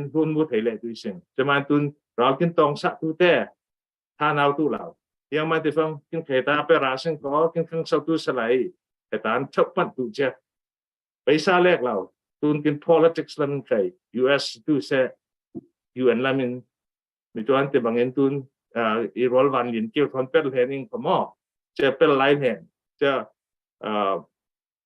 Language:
Falam Chin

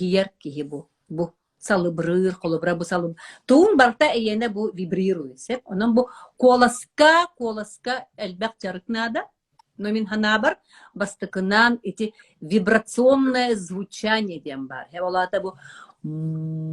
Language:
Yakut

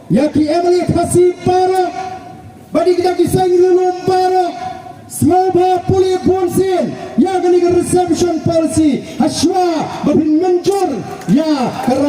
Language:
Khasi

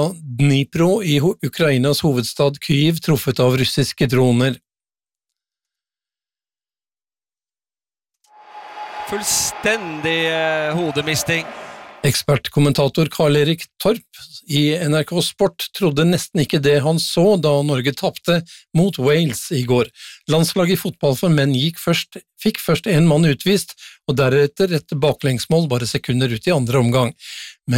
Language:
Norwegian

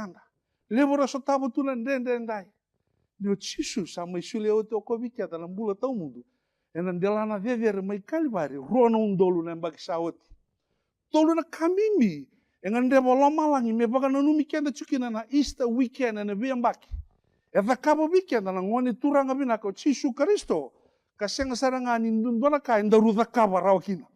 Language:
Fijian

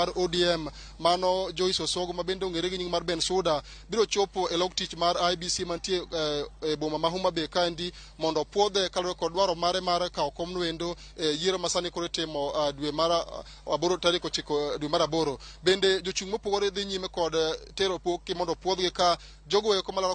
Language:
Luo (Kenya and Tanzania)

